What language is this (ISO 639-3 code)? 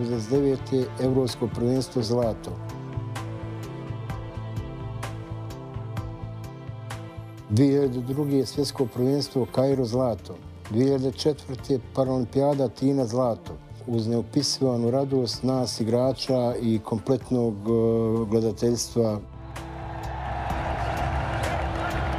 bos